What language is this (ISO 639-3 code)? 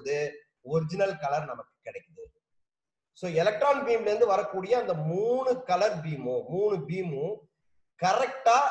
tam